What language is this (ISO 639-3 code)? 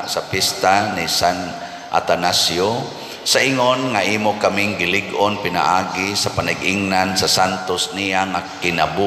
ceb